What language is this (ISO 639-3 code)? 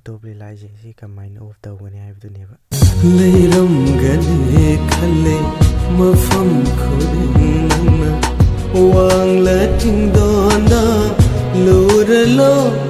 mni